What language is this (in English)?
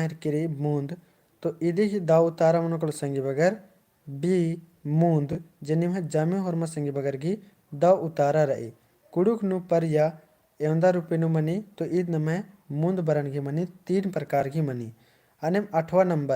Kurukh